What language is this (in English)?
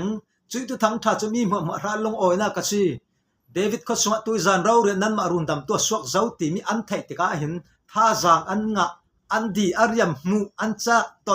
Falam Chin